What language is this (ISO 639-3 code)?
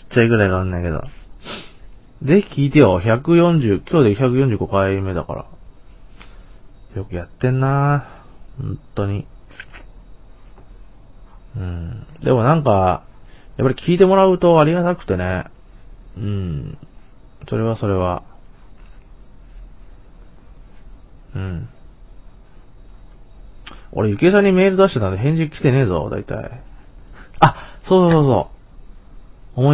jpn